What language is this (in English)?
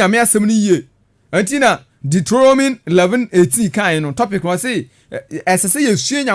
Akan